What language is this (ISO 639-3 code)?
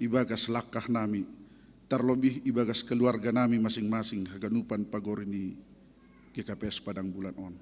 bts